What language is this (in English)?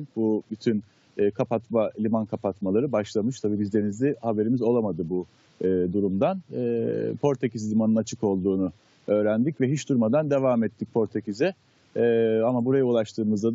Turkish